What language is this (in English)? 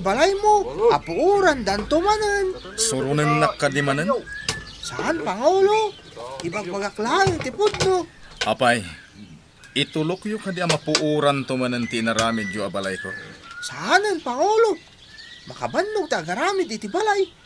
Iloko